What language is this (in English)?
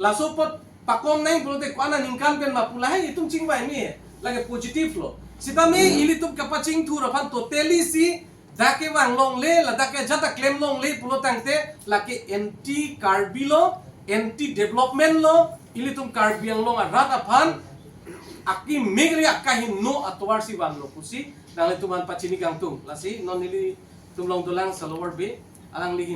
Karbi